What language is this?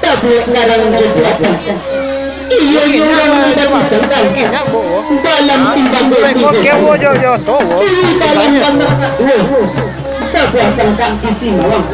Minangkabau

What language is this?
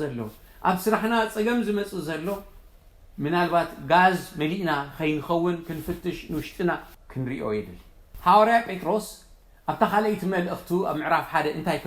Tigrinya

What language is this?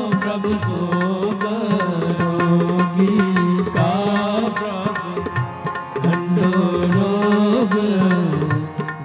Punjabi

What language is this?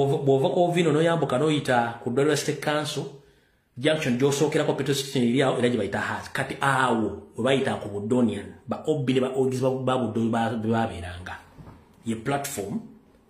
Ganda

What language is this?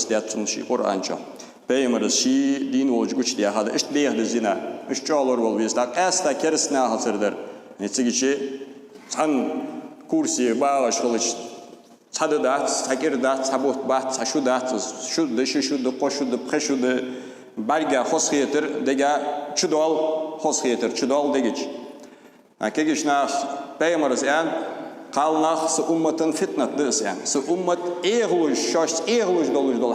Ingush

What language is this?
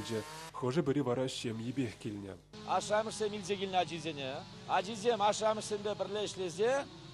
Chuvash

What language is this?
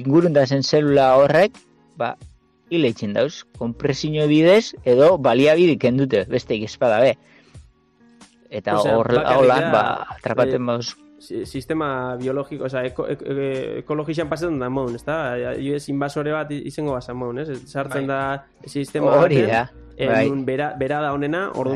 Basque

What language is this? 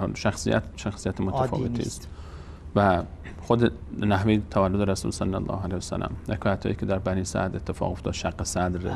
Persian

